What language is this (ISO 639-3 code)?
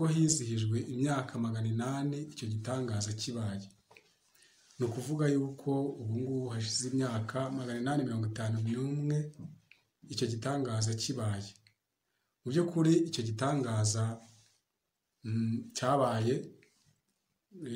kin